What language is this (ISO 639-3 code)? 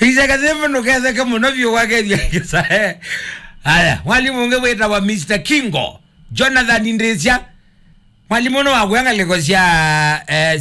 kam